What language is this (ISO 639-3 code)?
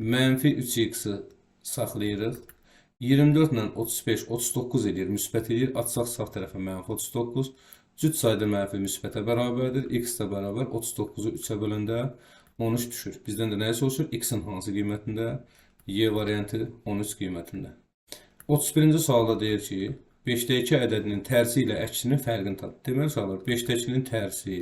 aze